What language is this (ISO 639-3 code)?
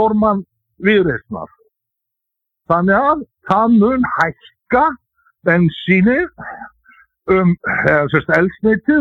isl